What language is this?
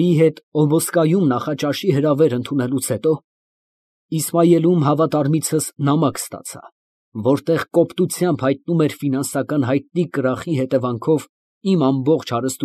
Armenian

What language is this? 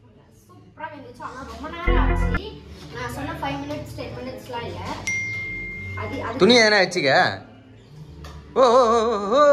Tamil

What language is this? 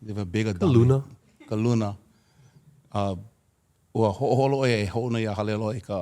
Hawaiian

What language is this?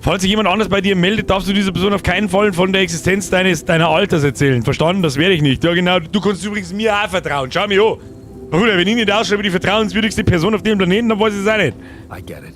Bavarian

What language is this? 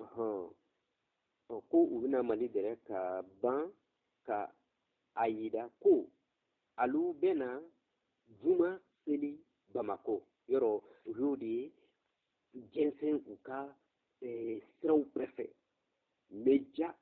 Bambara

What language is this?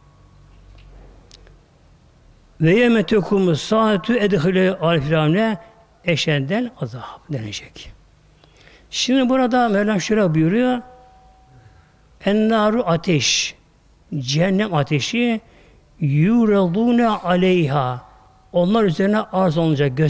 Turkish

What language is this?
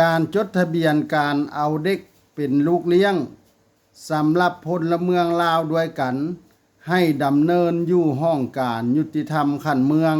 Lao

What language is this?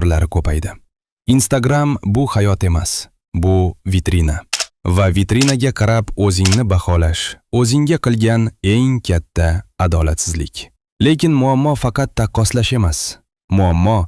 Uzbek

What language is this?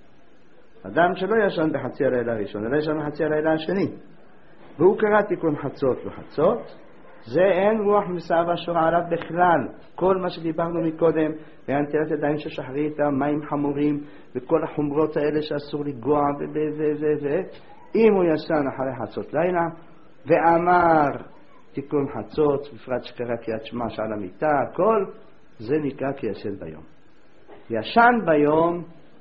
Hebrew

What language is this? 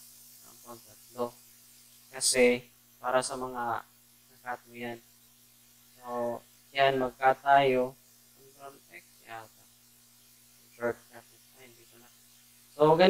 Filipino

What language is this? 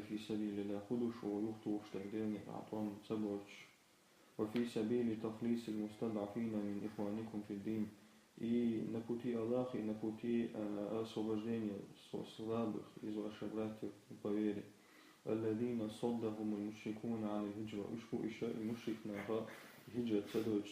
Chechen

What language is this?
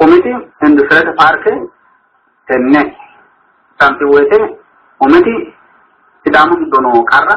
Sidamo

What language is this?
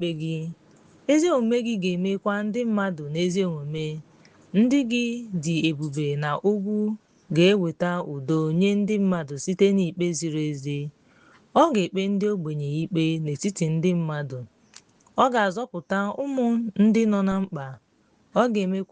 Igbo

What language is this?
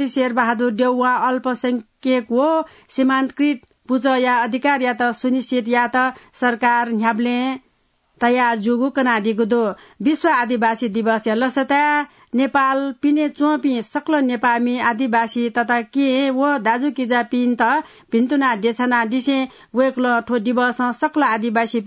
Newari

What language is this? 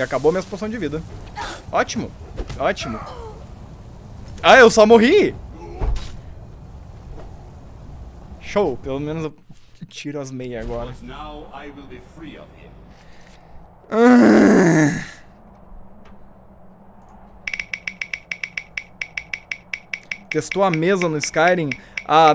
Portuguese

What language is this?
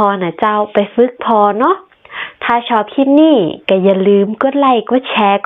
Northern Thai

